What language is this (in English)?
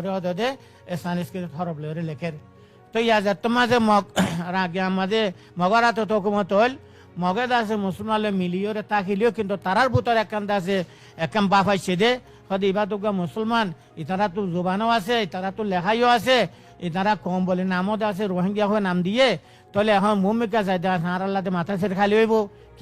Rohingya